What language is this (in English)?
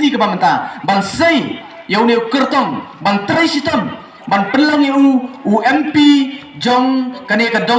Khasi